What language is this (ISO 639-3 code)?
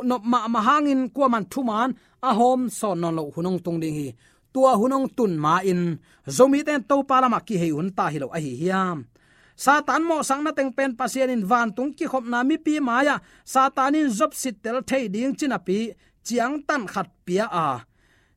ctd